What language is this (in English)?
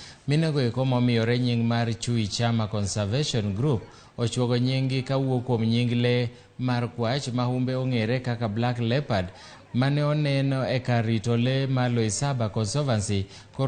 Luo (Kenya and Tanzania)